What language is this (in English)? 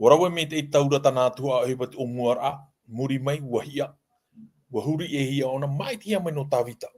Tahitian